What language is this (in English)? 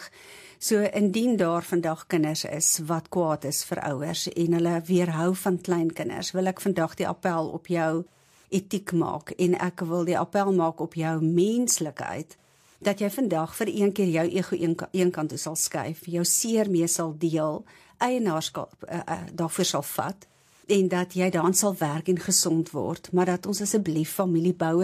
Afrikaans